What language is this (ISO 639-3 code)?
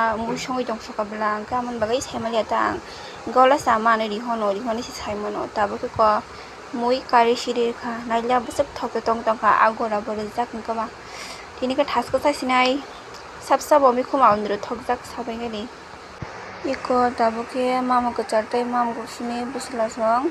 trp